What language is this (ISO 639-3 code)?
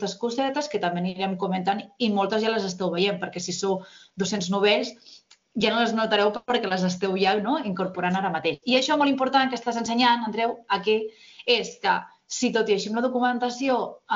cat